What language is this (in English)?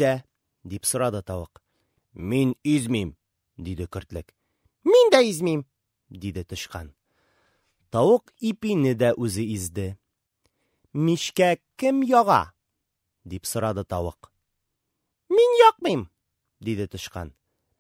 Tatar